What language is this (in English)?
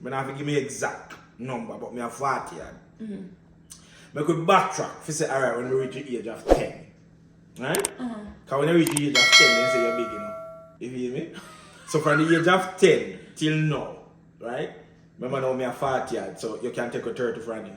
Jamaican Creole English